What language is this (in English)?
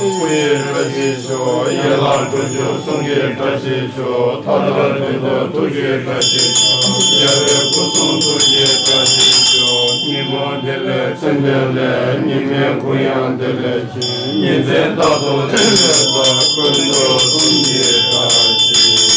Tibetan